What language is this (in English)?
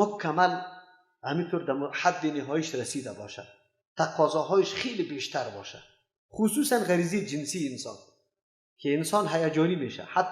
Persian